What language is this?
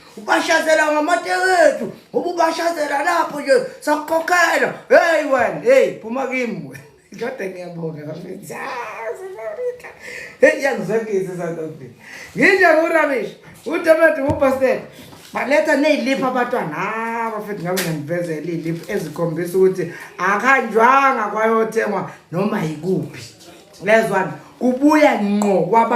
Zulu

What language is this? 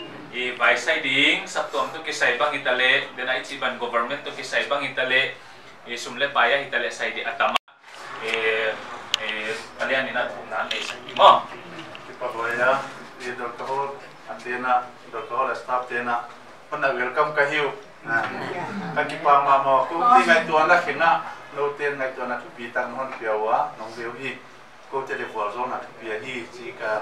Paite Chin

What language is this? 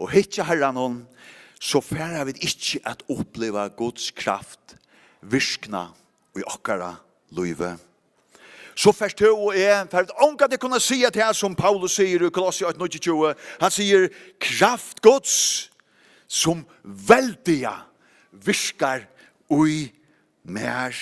Faroese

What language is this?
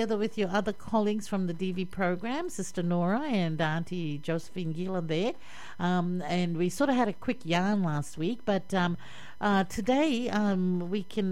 English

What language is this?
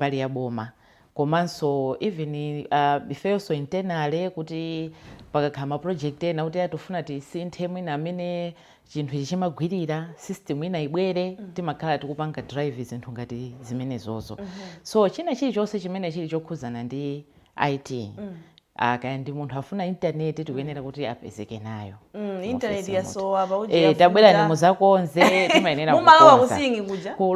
Nyanja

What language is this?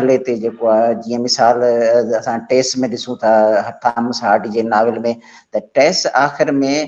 Sindhi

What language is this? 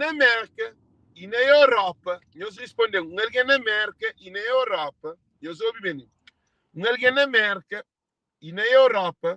Kabuverdianu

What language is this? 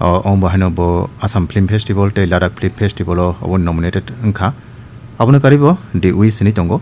Kok Borok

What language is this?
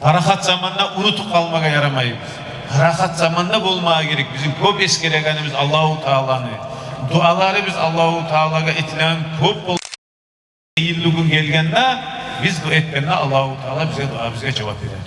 Kumyk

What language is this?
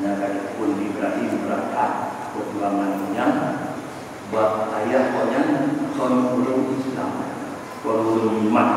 Achinese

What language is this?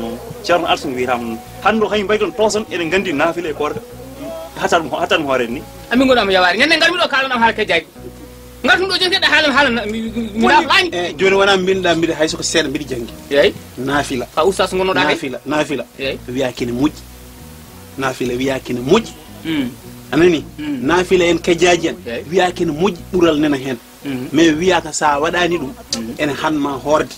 Fula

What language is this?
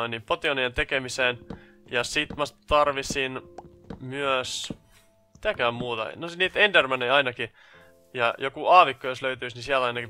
Finnish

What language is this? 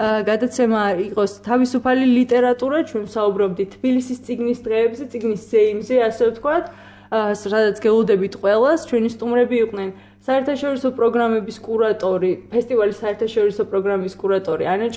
Georgian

